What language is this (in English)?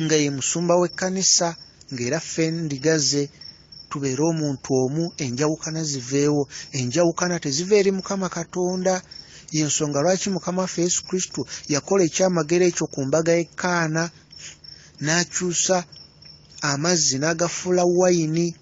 Ganda